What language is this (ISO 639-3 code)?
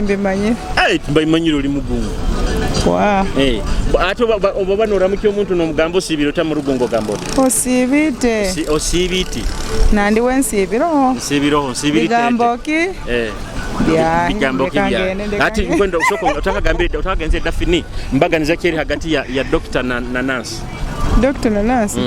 nyo